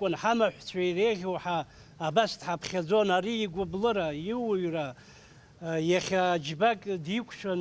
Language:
Abkhazian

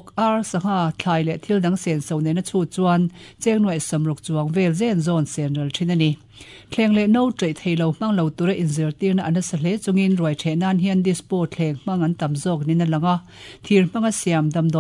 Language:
Mizo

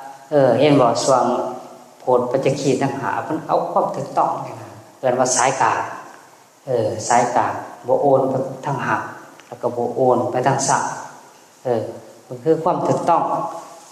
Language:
Northeastern Thai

